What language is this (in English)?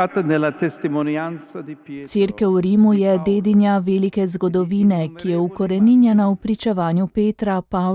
Slovenian